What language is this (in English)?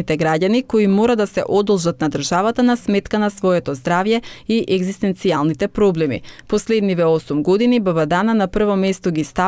Macedonian